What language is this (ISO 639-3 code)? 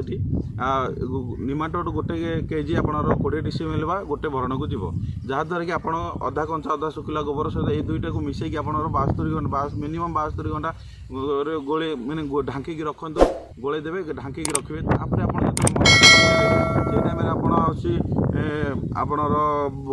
ori